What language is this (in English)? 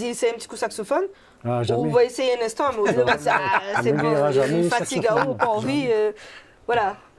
Réunion Creole French